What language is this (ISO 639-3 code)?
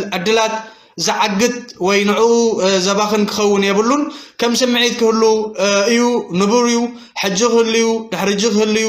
tir